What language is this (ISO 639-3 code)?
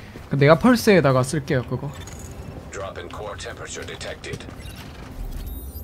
kor